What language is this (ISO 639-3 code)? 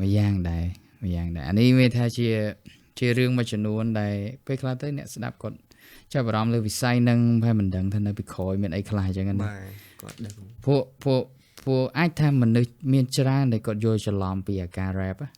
khm